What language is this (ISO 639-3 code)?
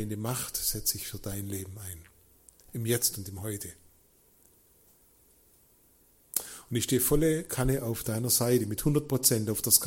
deu